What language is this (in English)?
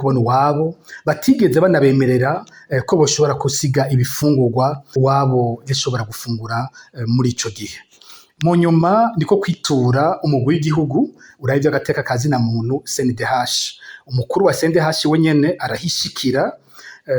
Rundi